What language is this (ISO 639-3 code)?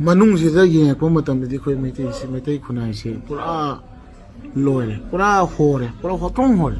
mni